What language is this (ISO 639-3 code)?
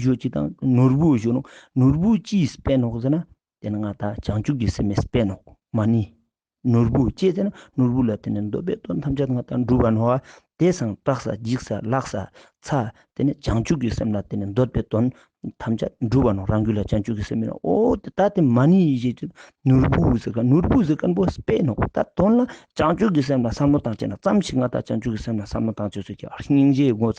lbj